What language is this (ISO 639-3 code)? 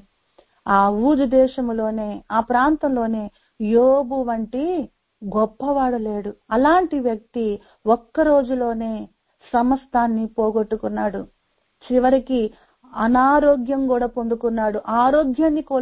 tel